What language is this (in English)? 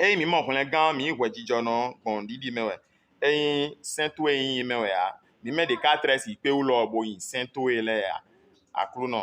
Fon